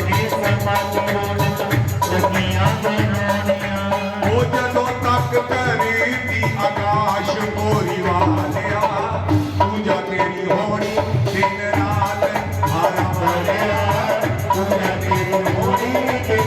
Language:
Dogri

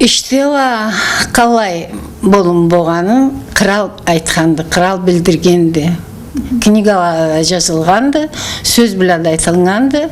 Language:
Karachay-Balkar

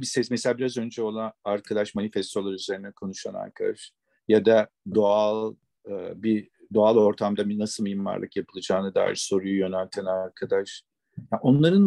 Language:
Turkish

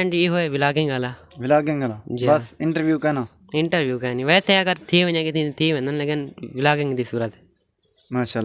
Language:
Saraiki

